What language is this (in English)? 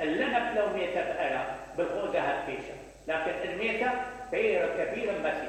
Mesopotamian Arabic